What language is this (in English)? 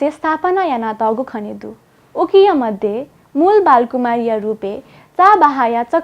Newari